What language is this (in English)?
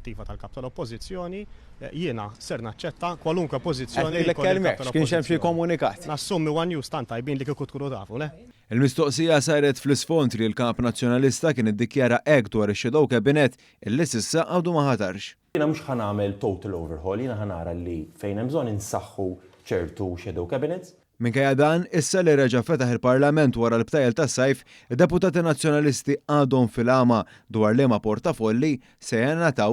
Maltese